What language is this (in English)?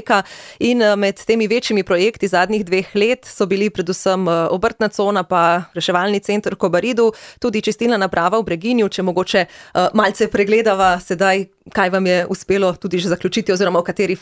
Slovenian